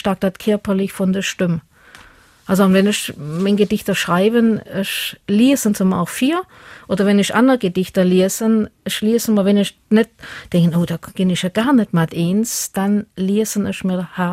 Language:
Luxembourgish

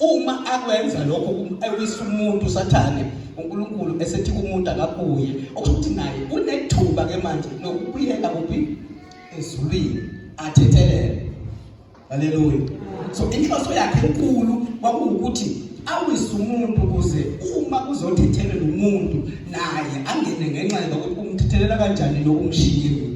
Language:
Zulu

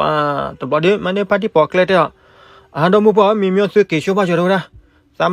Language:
S'gaw Karen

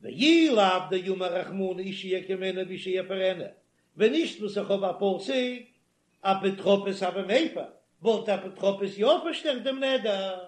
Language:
Yiddish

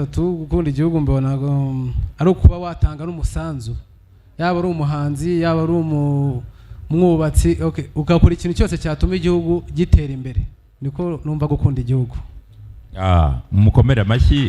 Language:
Kinyarwanda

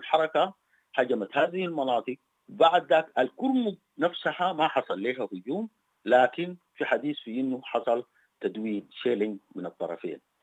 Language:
Sudanese Arabic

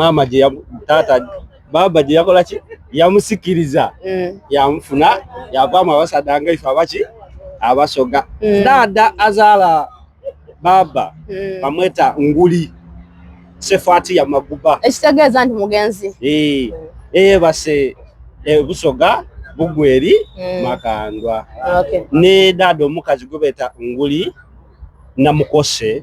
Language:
Soga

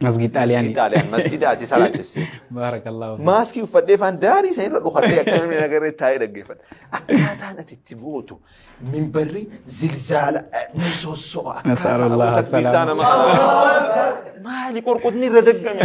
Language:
Oromo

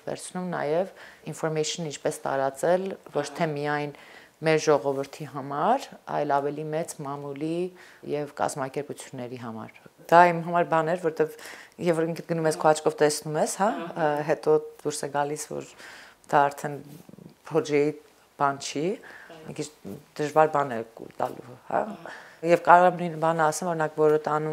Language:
Armenian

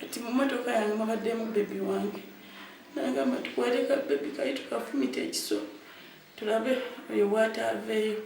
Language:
Ganda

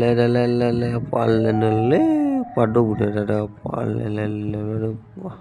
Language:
S'gaw Karen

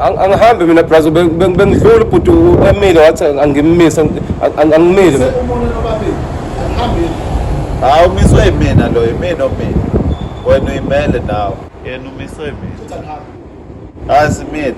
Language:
Zulu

